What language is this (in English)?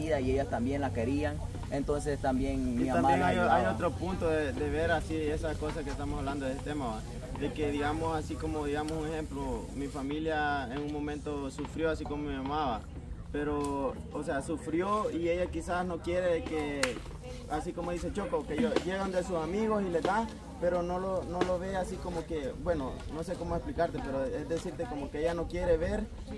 Spanish